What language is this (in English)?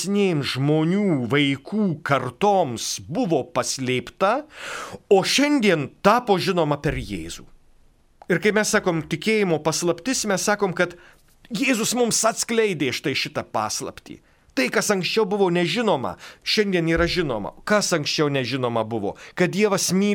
Lithuanian